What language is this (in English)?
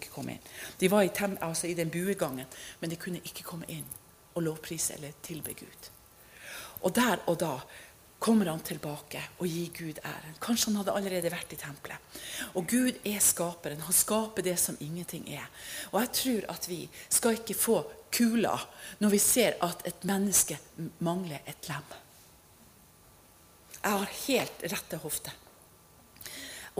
Norwegian